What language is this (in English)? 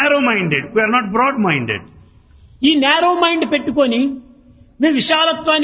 Telugu